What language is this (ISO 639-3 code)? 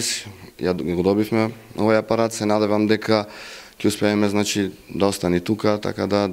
mkd